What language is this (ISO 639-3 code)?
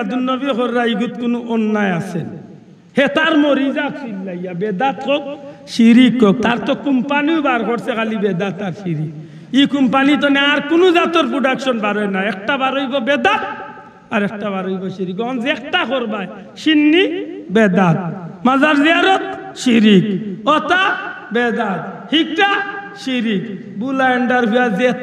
syl